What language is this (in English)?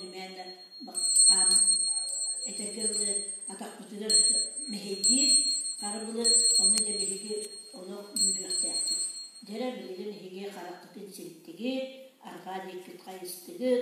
Yakut